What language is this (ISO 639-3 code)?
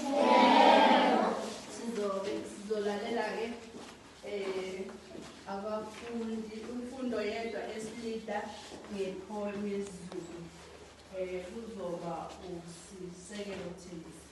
zul